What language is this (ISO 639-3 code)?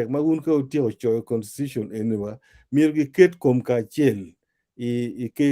ach